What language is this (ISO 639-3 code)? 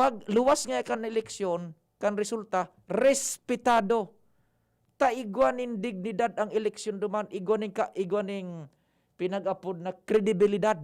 bik